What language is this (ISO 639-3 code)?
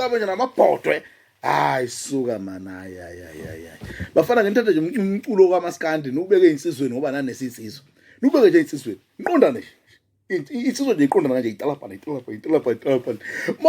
zul